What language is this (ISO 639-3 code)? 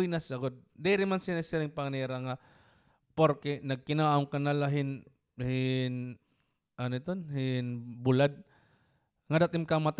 war